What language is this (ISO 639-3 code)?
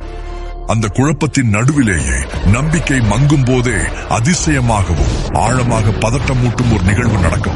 tam